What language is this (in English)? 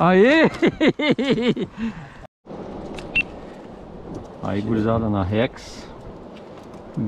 Portuguese